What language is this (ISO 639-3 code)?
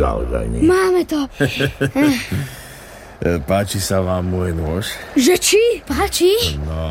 slk